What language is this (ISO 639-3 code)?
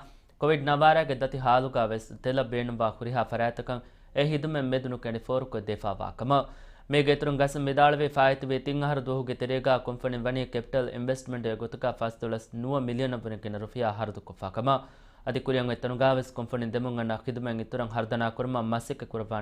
div